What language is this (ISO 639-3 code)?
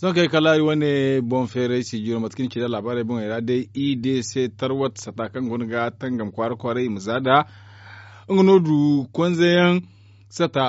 dje